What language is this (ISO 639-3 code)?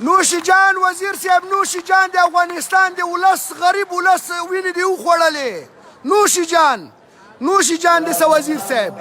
pus